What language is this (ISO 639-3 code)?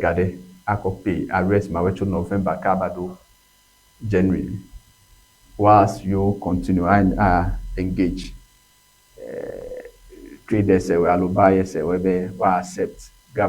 ewe